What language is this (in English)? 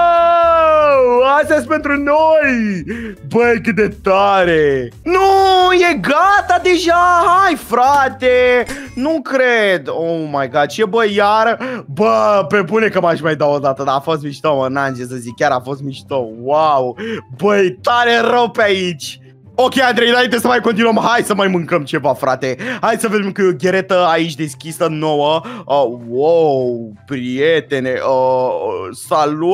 Romanian